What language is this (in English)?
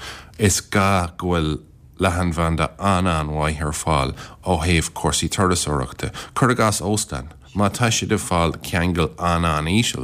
Irish